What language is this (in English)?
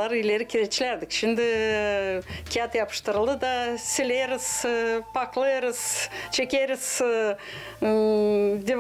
Gagauz